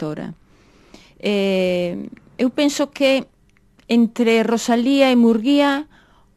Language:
Galician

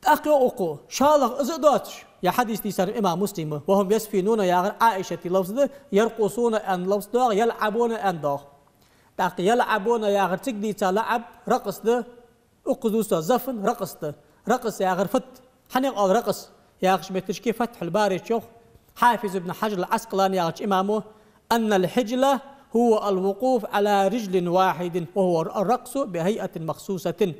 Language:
Ingush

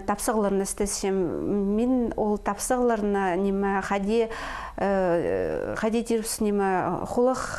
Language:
Khakas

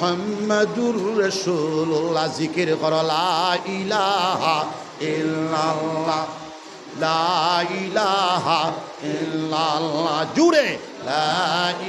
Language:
Sylheti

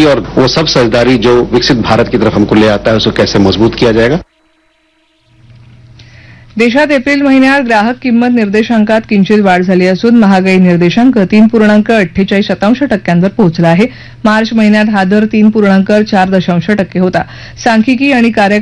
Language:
Marathi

